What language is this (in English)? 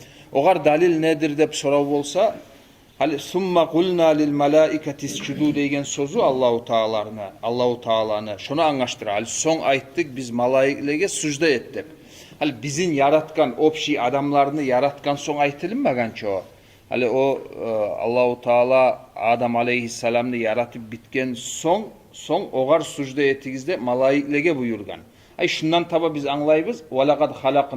Kumyk